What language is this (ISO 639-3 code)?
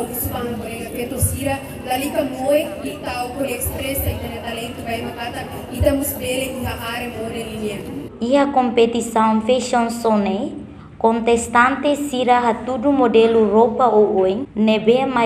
tet